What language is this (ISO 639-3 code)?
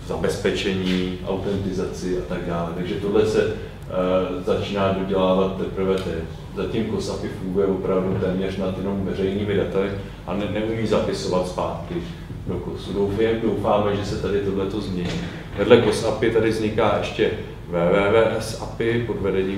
ces